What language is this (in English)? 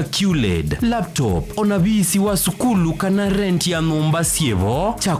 Kamba